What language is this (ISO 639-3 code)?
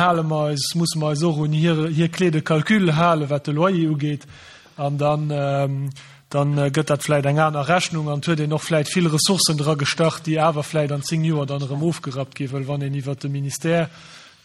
ltz